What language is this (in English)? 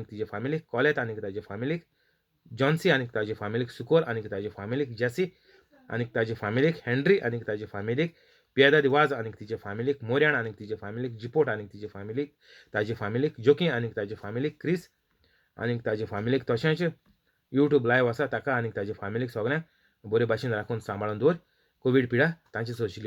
Konkani